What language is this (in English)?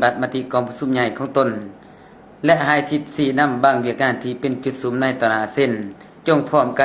Lao